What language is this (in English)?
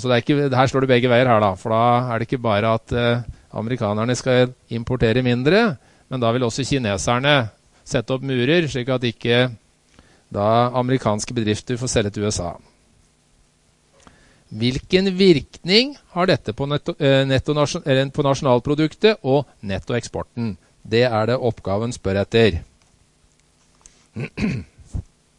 Norwegian